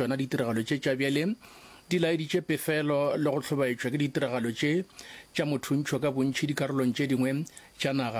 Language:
Northern Sotho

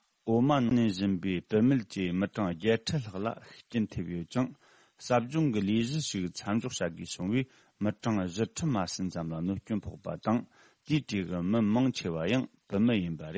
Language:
Tibetan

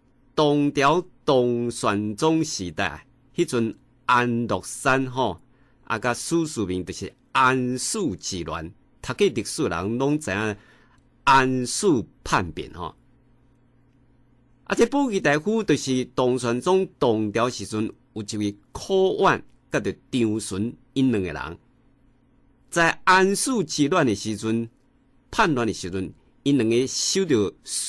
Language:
Min Nan Chinese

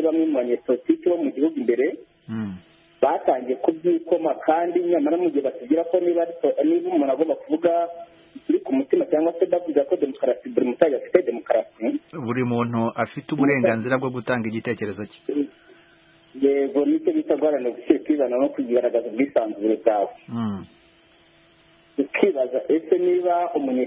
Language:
Kinyarwanda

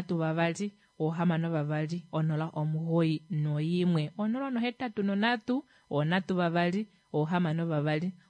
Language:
Kuanyama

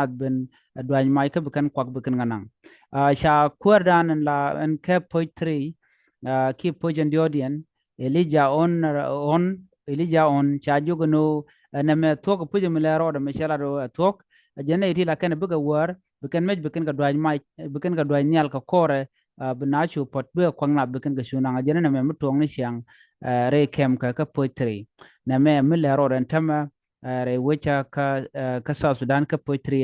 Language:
Nuer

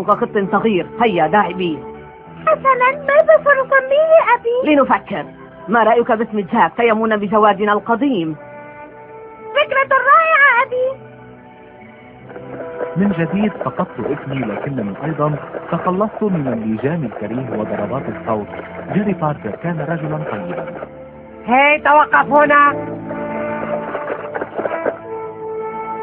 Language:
Arabic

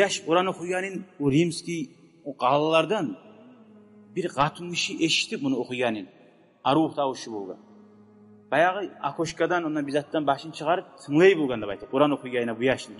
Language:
Kumyk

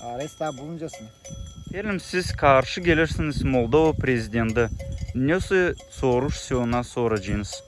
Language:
Gagauz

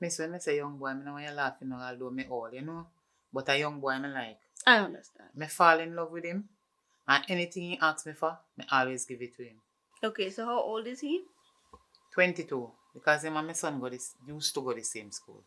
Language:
Jamaican Creole English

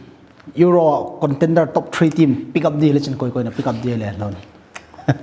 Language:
Paite Chin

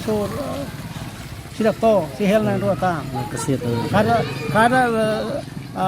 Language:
Tetum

